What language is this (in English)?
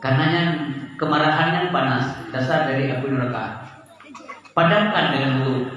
Achinese